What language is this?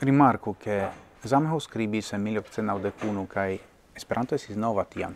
Esperanto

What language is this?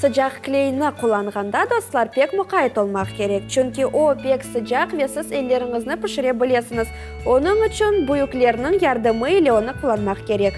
Crimean Tatar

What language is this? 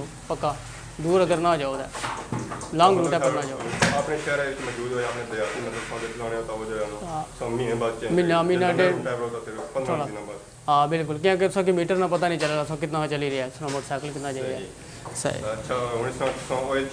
Pahari-Potwari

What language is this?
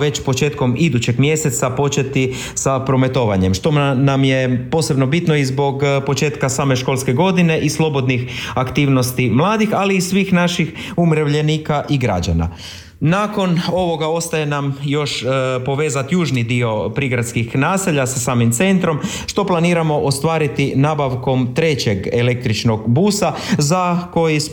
Croatian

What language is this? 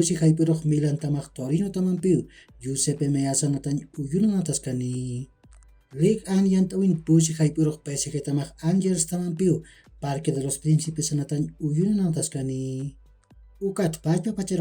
Aymara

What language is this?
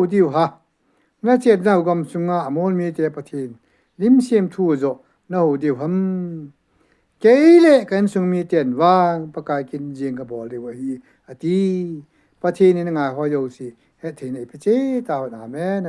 Thado Chin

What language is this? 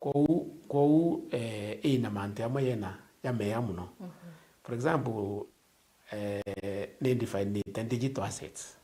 Meru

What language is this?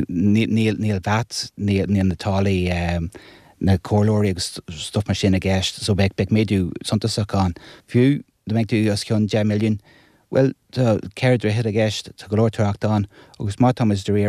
Irish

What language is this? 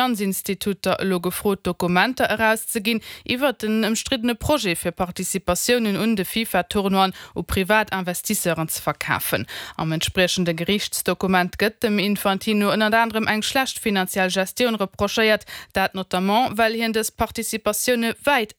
Luxembourgish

